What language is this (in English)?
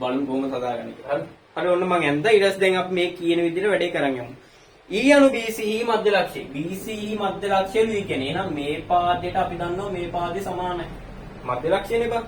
Sinhala